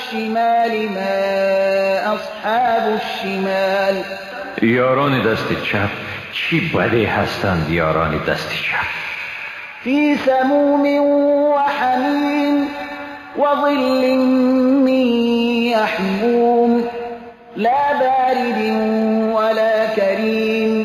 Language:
Persian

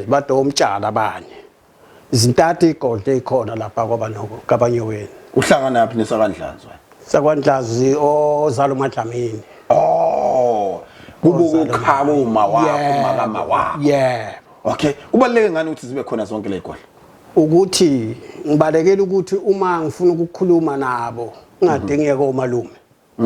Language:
Zulu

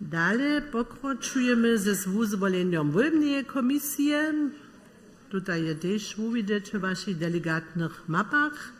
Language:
Upper Sorbian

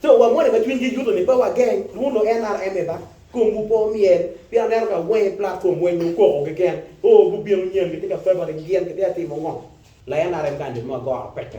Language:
Acoli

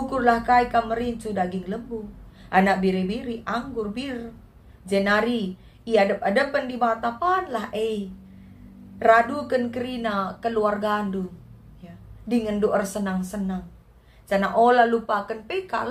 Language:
Batak Karo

